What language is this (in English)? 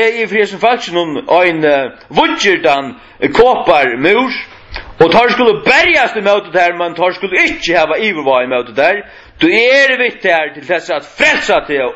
Faroese